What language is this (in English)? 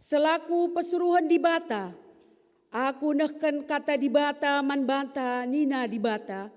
Batak Karo